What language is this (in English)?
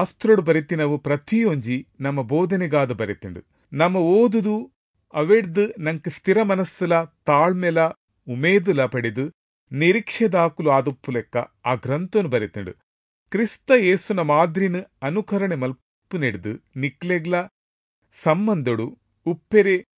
Tulu